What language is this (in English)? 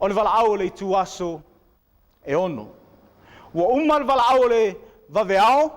Samoan